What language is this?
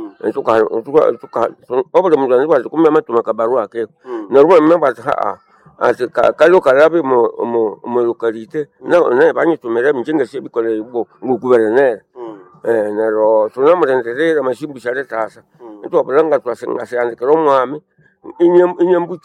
Nande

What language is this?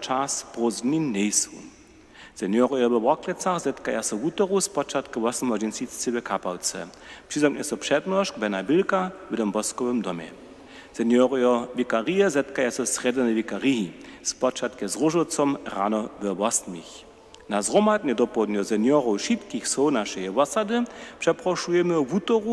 Upper Sorbian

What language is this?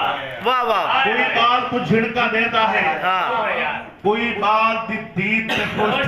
Saraiki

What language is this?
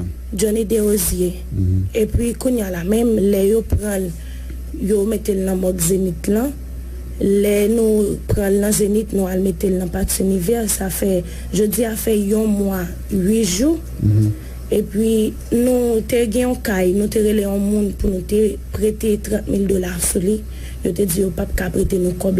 Haitian Creole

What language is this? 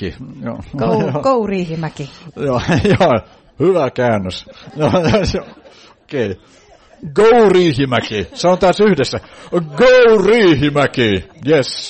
Finnish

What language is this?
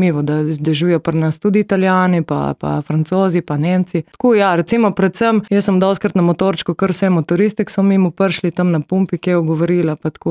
Slovenian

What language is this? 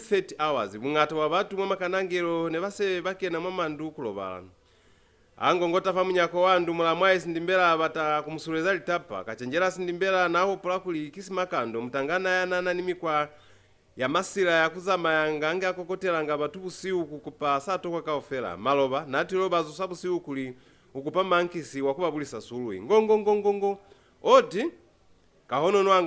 Lozi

